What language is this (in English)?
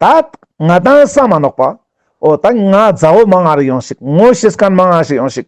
Ladakhi